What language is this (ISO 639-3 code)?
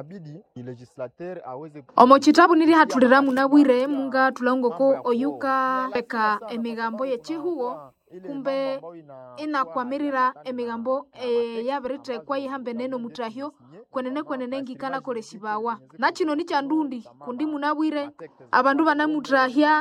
nnb